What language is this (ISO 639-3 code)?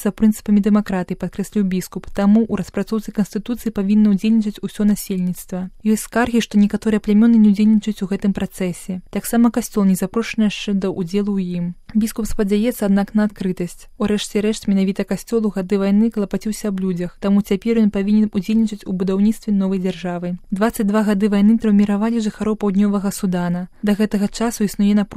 bel